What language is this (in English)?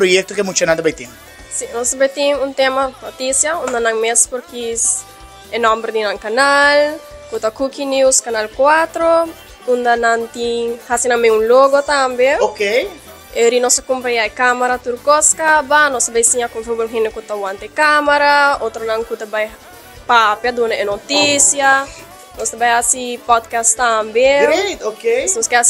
Papiamento